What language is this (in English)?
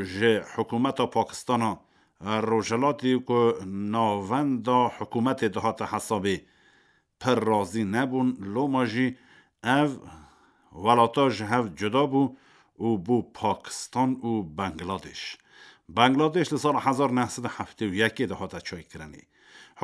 Kurdish